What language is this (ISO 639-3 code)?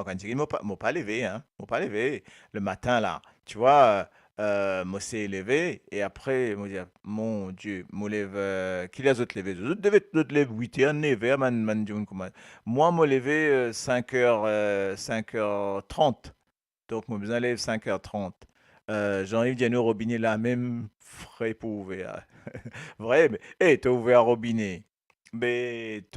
mfe